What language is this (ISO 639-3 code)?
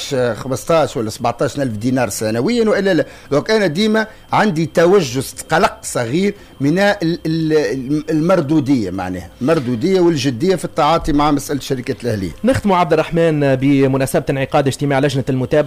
aeb